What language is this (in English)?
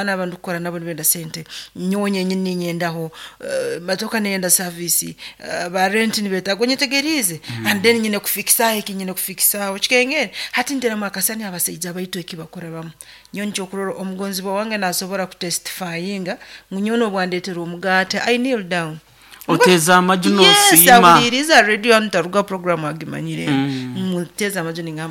Nyoro